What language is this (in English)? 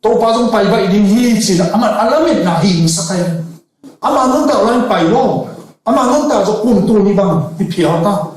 Tedim Chin